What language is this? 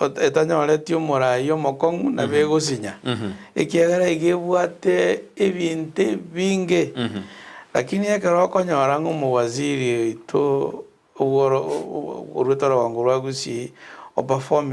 Gusii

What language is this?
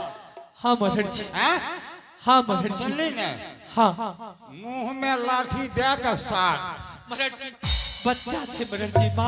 Angika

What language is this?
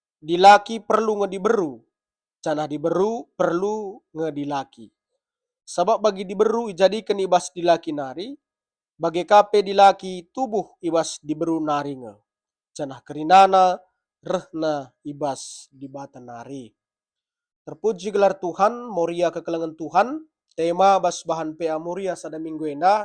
Batak Karo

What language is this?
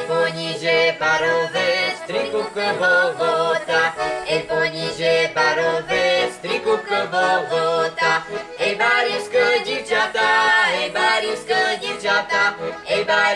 Rusyn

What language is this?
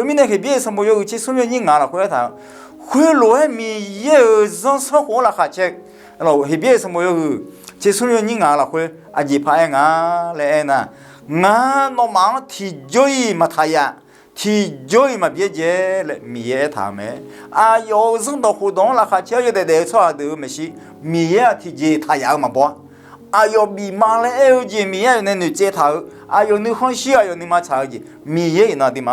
Akha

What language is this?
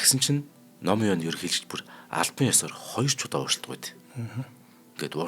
Mongolian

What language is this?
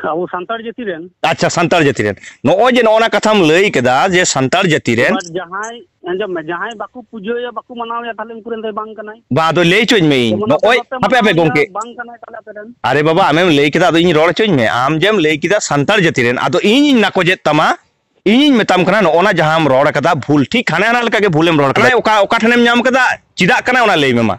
Santali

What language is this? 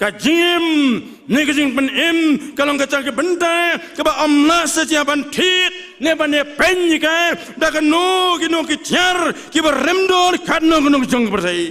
Khasi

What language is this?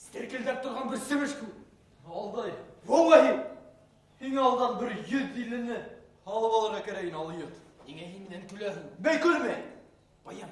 Bashkir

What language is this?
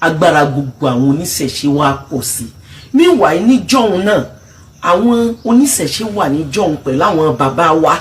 Yoruba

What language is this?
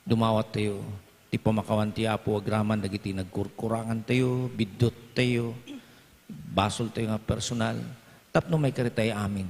Iloko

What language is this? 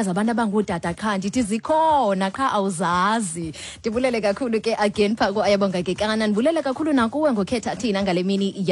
Xhosa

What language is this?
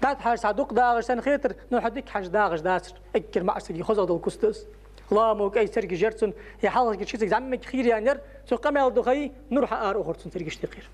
Ingush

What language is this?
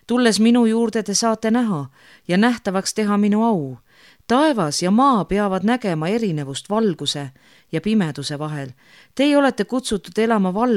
Estonian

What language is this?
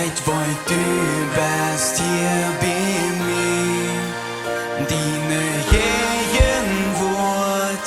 Plautdietsch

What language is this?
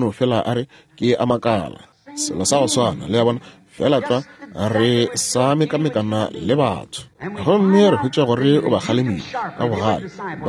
Northern Sotho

